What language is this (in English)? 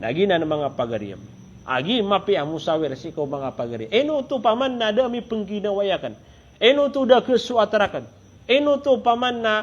Maranao